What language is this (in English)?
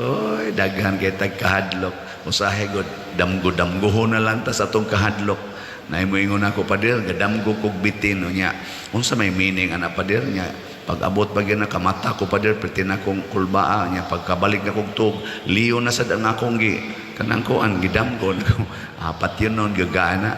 Cebuano